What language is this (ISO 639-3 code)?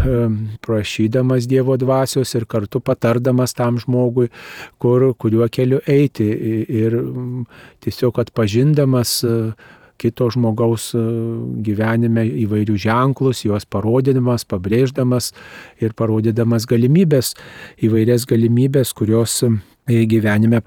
lit